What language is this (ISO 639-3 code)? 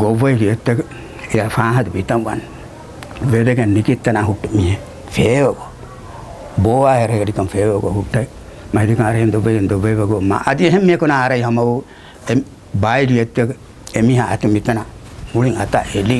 div